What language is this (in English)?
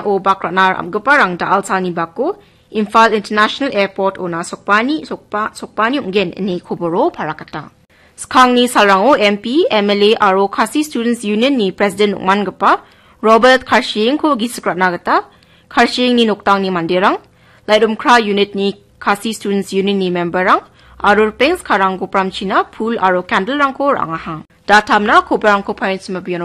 Garo